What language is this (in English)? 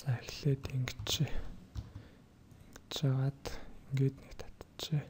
Mongolian